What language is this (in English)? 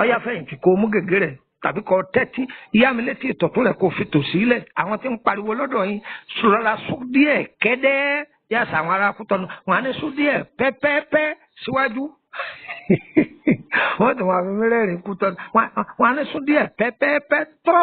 Yoruba